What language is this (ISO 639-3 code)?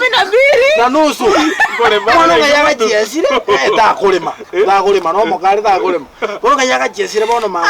guz